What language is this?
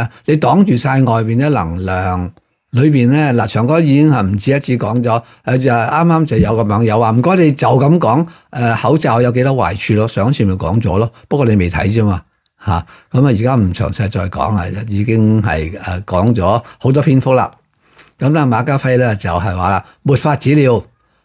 Cantonese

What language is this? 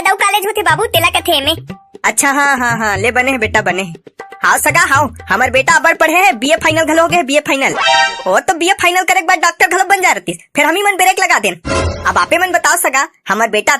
Chhattisgarhi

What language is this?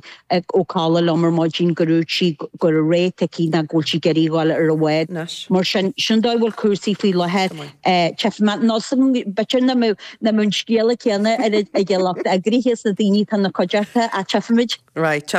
Irish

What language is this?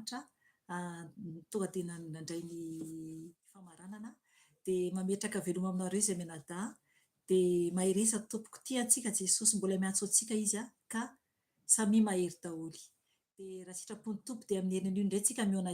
Malagasy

